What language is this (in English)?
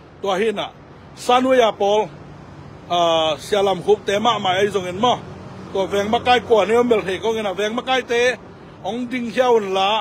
Tedim Chin